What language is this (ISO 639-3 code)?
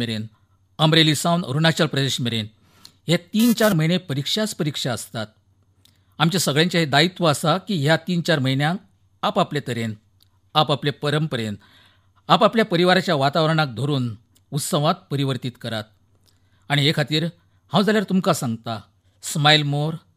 kok